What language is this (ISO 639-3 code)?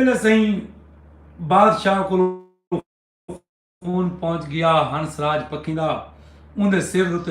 skr